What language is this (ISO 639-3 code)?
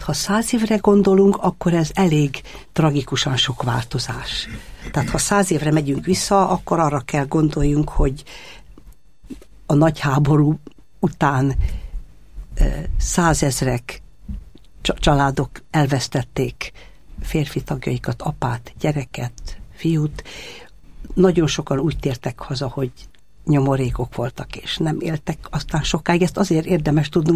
hun